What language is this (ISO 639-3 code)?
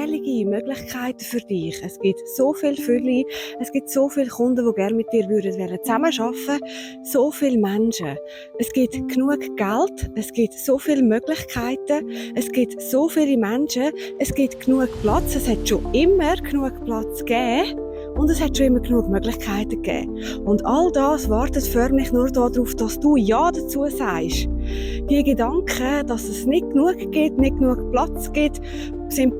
gsw